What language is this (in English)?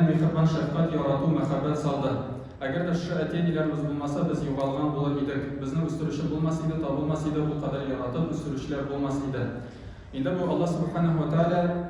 Tatar